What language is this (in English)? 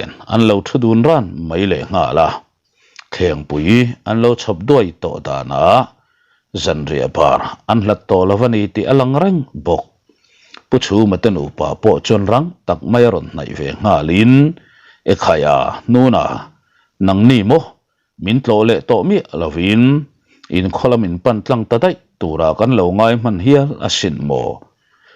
Mizo